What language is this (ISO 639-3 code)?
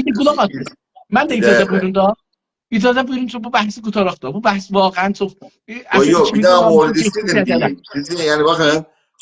azb